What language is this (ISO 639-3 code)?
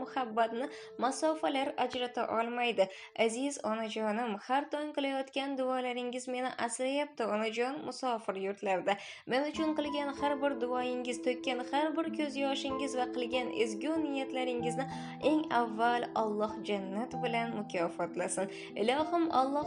uzb